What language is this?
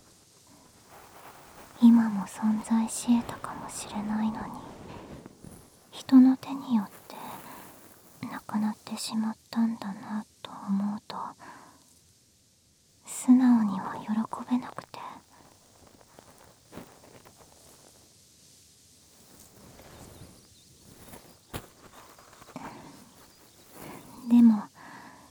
Japanese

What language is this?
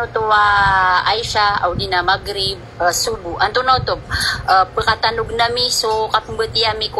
Maranao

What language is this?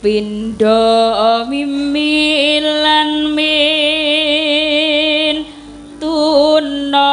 Javanese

